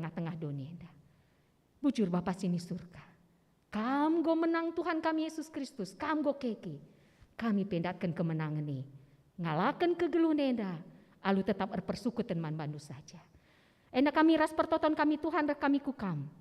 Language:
Batak Karo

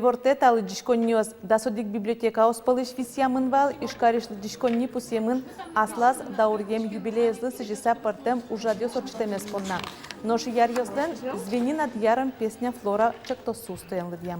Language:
Udmurt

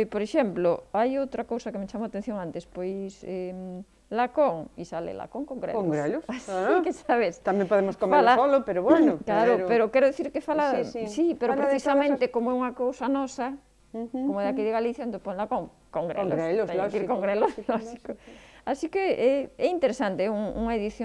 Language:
Galician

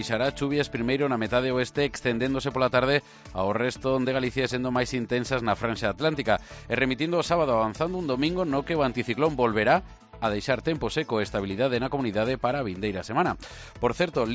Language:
Galician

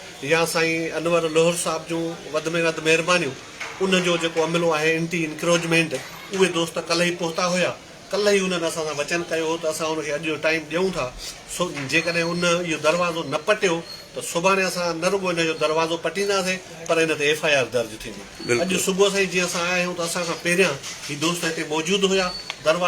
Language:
Sindhi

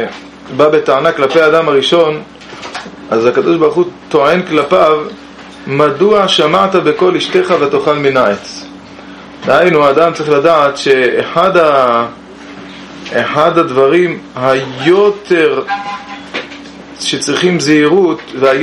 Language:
Hebrew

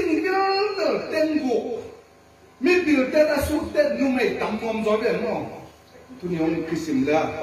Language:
Tedim Chin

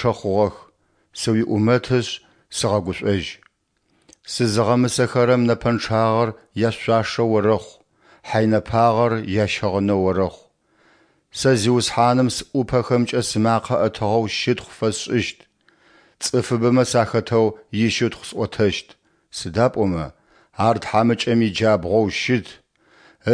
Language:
Adyghe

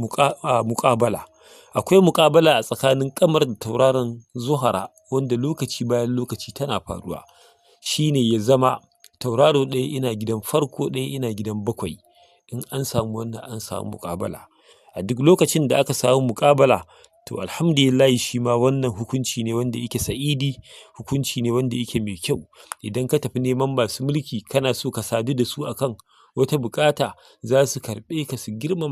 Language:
Hausa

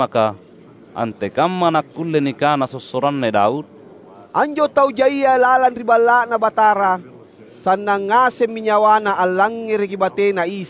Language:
Makasar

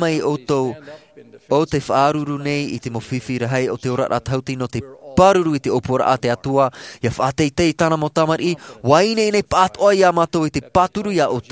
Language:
Tahitian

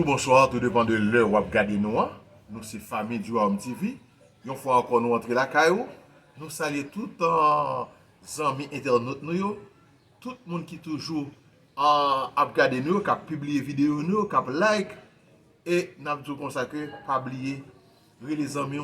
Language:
Haitian Creole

